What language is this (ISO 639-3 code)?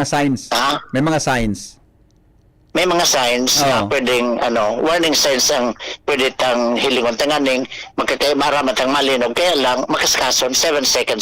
bik